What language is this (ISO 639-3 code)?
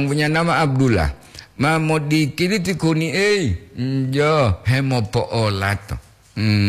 gor